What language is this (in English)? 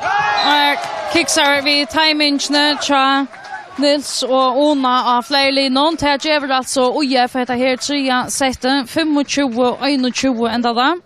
Faroese